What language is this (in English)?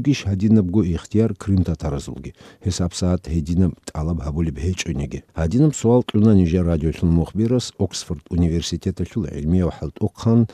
Avaric